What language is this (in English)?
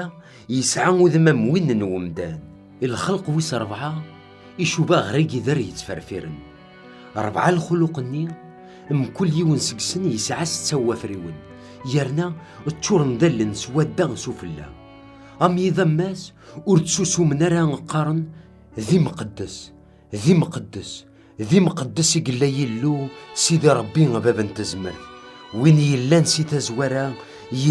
Kabyle